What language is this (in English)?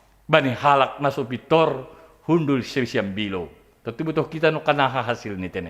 Batak Simalungun